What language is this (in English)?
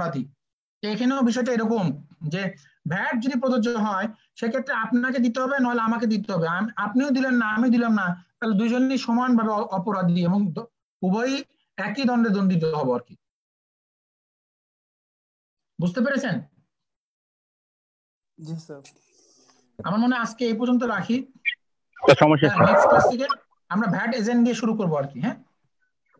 Bangla